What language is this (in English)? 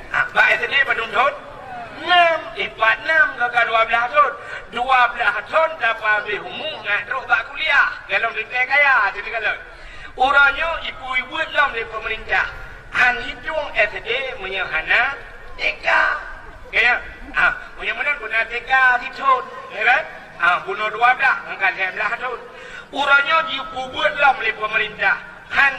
Achinese